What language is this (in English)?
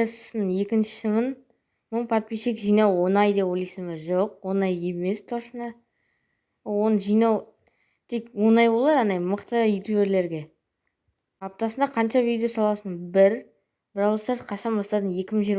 Kazakh